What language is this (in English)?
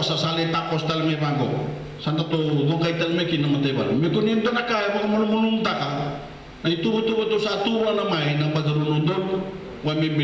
Fijian